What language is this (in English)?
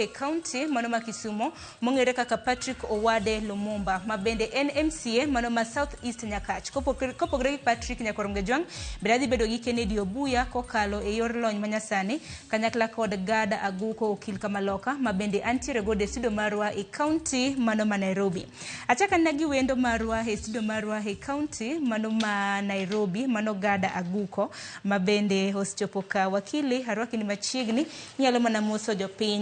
Luo (Kenya and Tanzania)